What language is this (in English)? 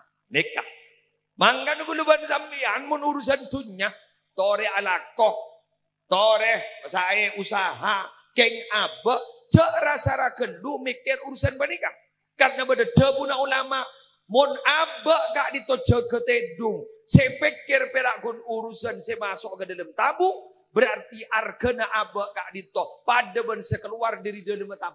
Madurese